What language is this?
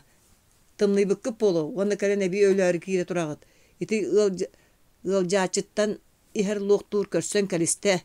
Yakut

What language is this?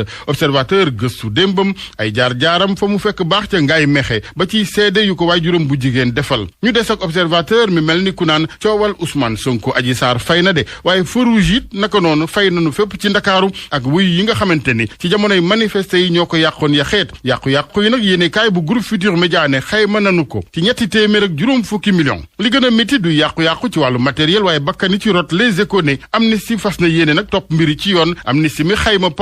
Wolof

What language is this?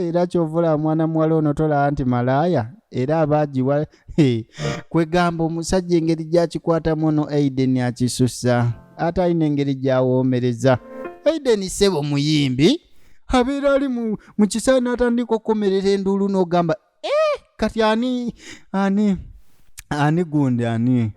Ganda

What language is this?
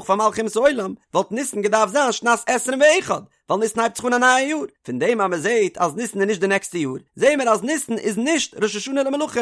Yiddish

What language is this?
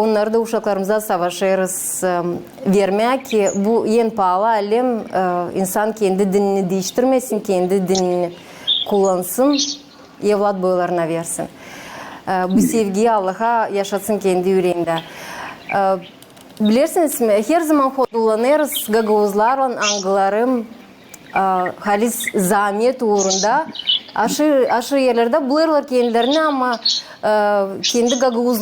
Gagauz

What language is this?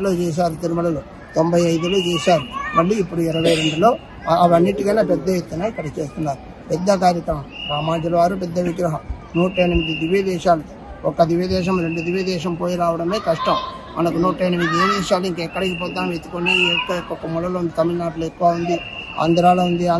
Telugu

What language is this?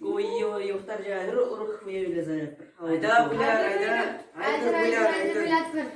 Chuvash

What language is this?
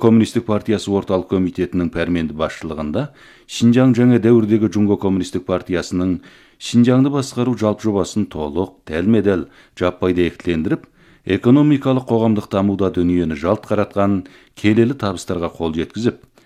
Kazakh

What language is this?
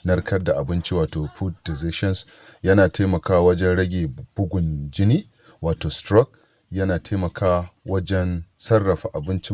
Hausa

